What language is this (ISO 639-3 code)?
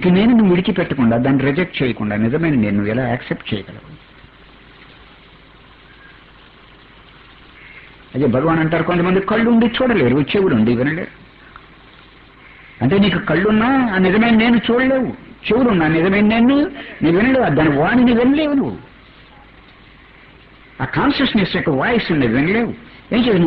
tel